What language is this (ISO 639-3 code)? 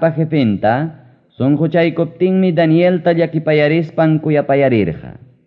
quy